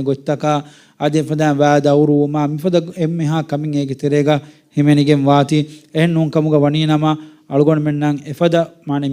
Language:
Divehi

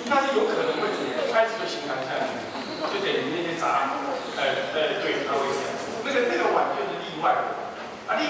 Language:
Chinese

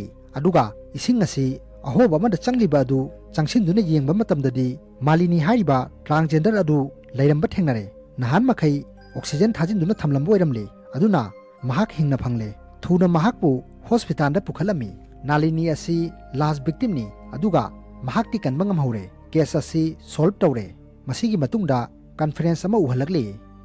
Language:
Manipuri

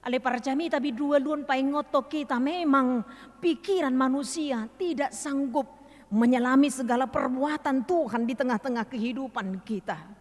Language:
Batak Toba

